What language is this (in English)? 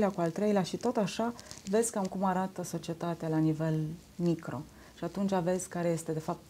Romanian